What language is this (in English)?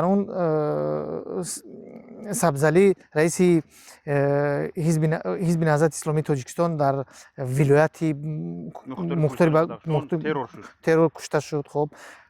Tajik